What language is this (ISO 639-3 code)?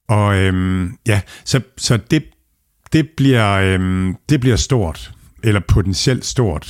dan